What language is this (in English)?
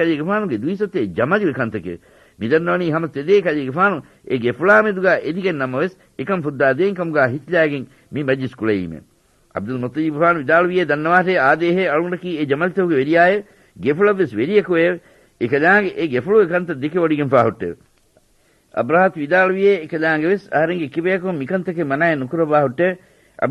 Divehi